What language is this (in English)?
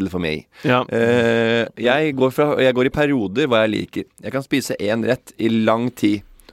Norwegian